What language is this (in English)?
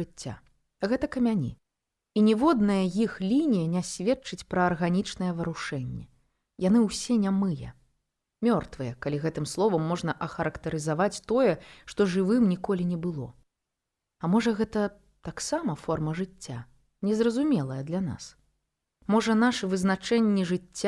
Belarusian